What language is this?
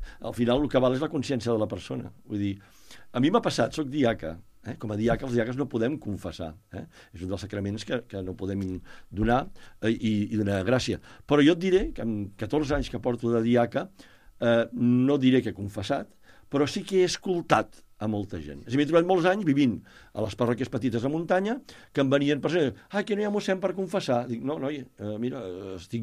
Catalan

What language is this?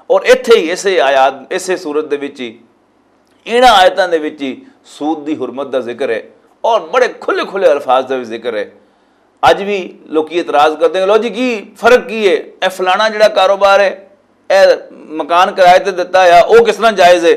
Western Panjabi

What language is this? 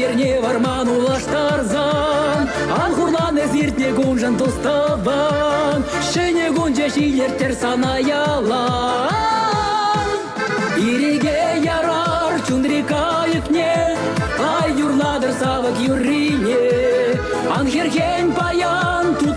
Chuvash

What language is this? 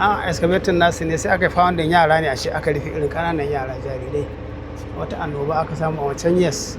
Hausa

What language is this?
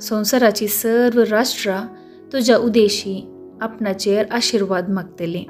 Konkani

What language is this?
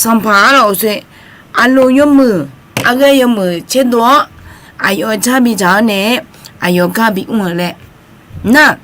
Akha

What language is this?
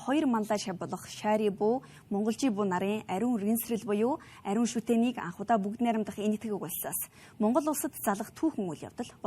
Mongolian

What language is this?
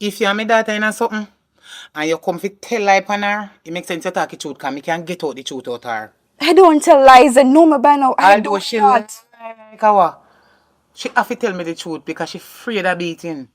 Jamaican Creole English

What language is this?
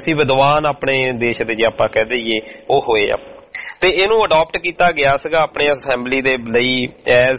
Punjabi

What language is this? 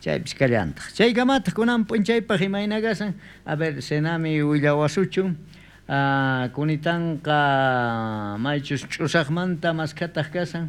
South Bolivian Quechua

